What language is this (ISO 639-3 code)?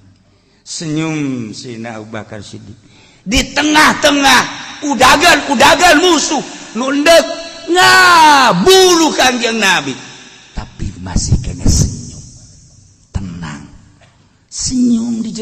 sun